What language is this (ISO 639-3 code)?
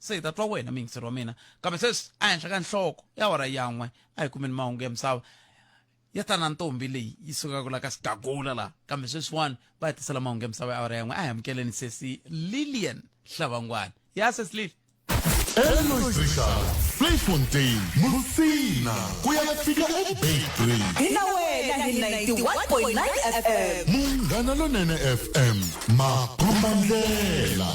tso